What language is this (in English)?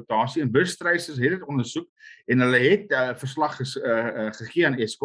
Afrikaans